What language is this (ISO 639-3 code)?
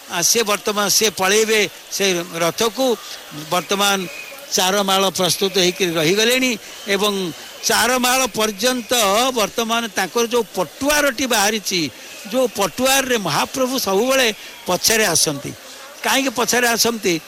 ori